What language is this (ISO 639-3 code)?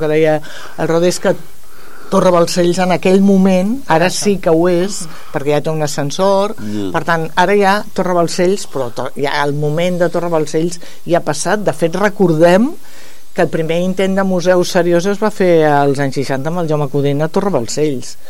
cat